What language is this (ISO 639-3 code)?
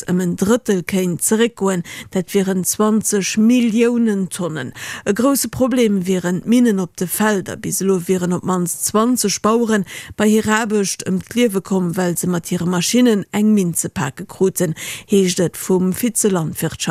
ltz